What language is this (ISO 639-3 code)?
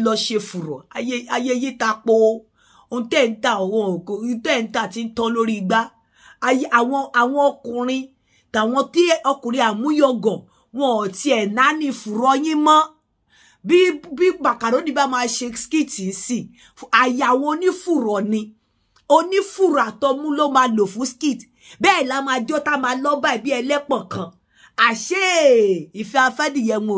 yor